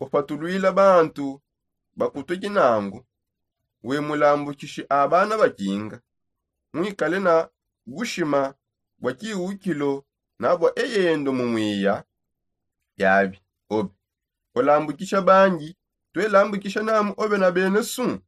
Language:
Songe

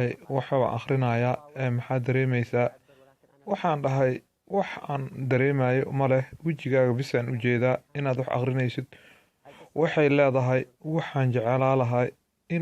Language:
Somali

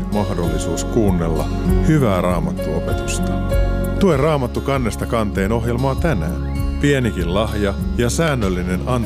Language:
Finnish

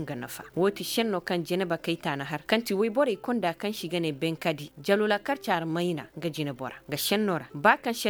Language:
Koyraboro Senni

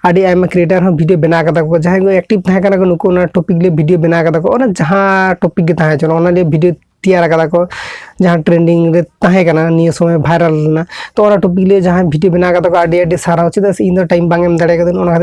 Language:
Santali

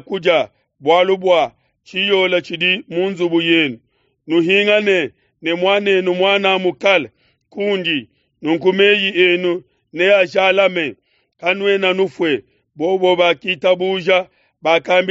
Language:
Luba-Lulua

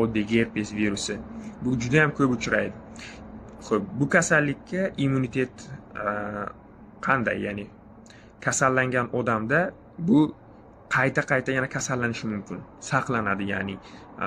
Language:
Uzbek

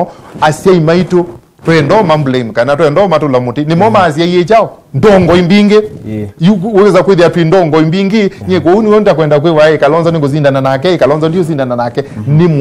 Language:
Kamba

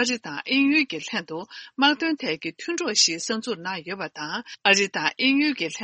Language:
Tibetan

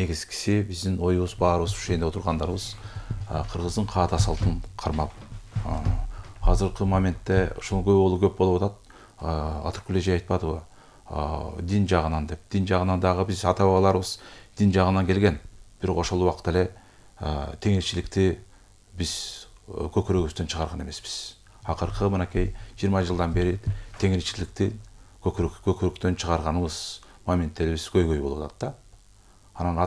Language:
Kyrgyz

